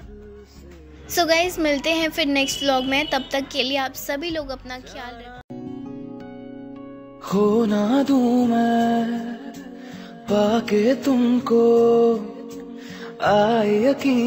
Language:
Hindi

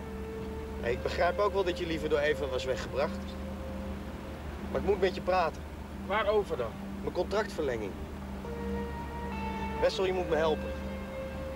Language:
Dutch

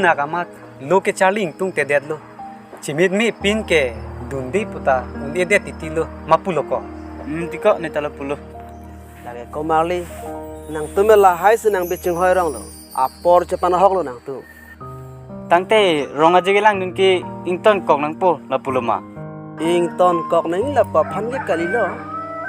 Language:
Karbi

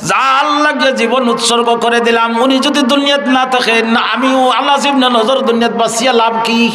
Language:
Sylheti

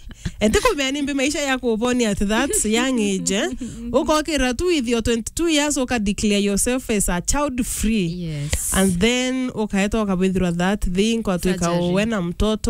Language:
Meru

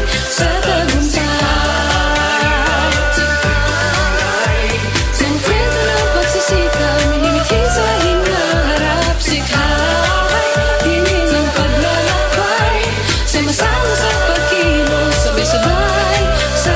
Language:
Filipino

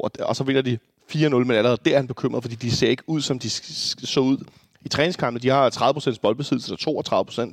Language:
Danish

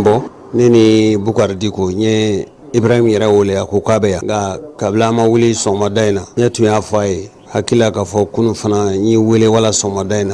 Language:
Bambara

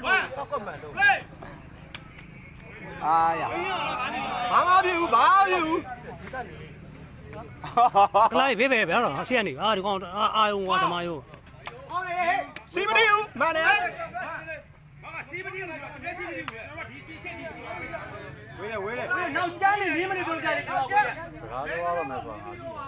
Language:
Burmese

